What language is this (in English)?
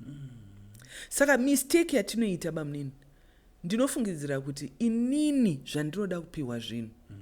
Shona